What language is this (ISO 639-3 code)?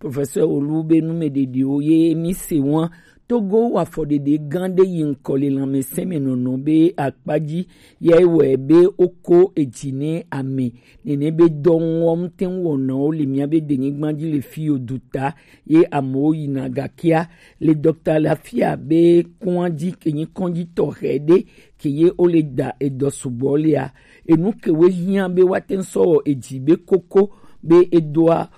gej